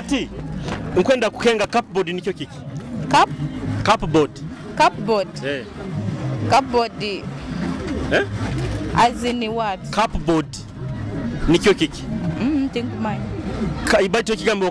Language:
Nyoro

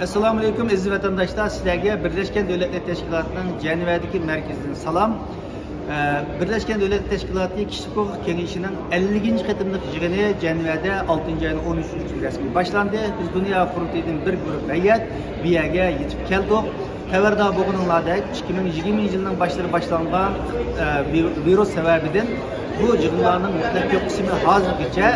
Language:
Uyghur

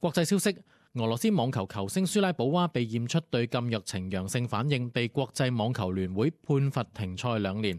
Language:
Cantonese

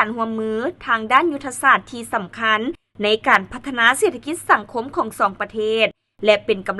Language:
Lao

